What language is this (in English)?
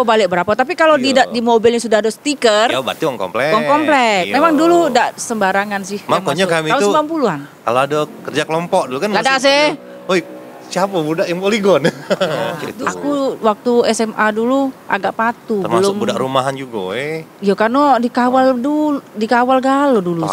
Musi